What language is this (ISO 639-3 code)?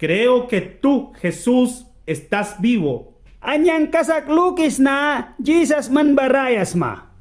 miq